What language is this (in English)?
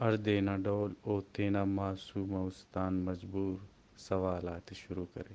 Brahui